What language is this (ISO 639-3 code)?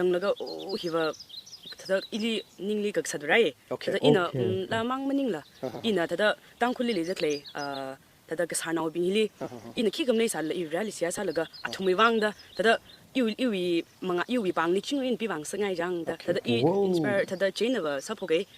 nmf